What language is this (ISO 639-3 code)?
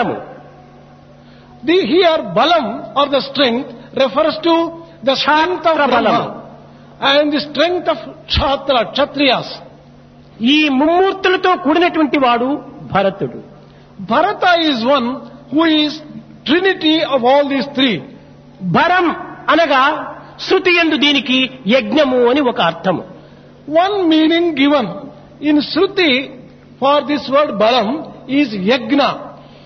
tel